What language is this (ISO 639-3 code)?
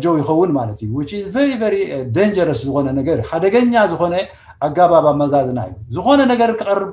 tir